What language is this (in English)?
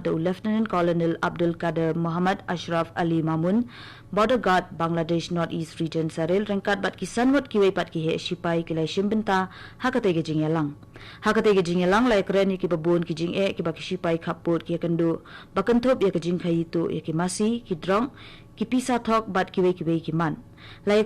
Khasi